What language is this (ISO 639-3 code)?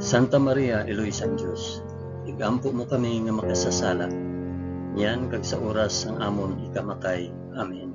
hil